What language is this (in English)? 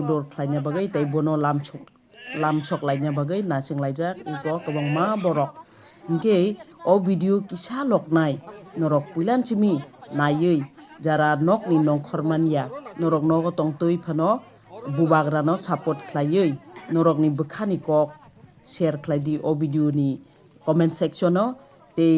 Kok Borok